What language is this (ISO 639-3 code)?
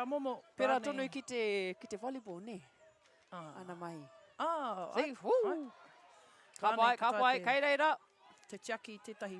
mri